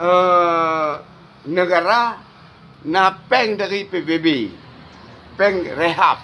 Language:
Achinese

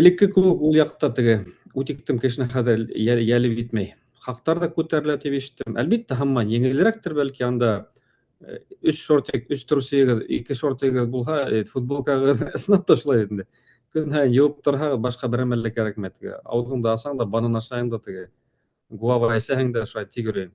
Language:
Bashkir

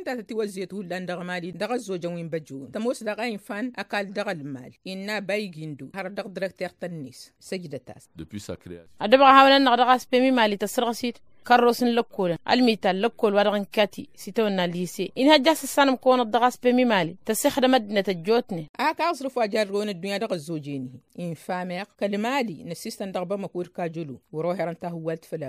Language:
Tamasheq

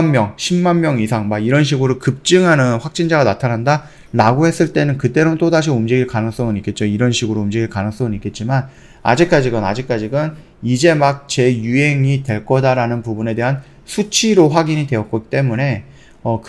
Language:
Korean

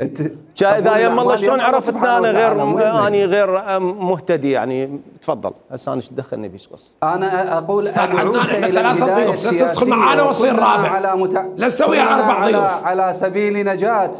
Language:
Mesopotamian Arabic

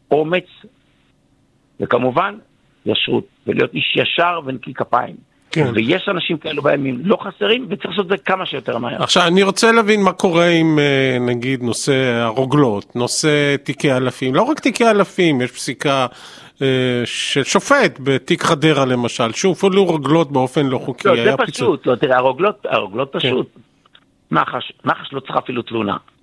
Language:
Hebrew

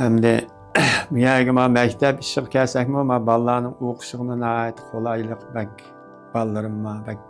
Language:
Uyghur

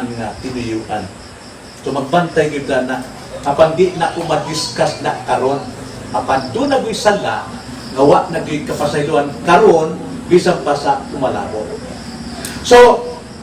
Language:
Cebuano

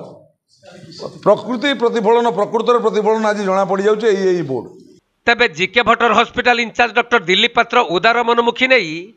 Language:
Odia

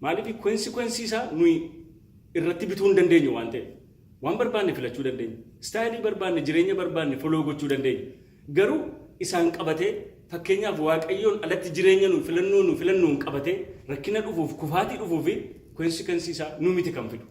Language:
Oromo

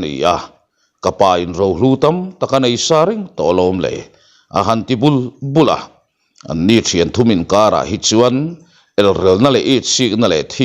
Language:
Mizo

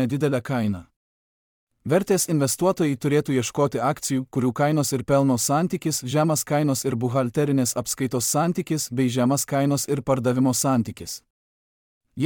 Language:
Lithuanian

